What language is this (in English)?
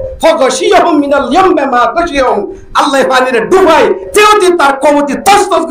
Rohingya